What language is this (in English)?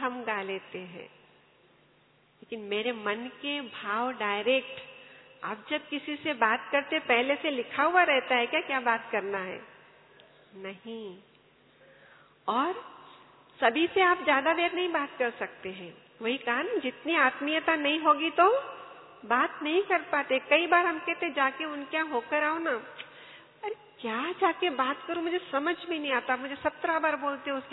Hindi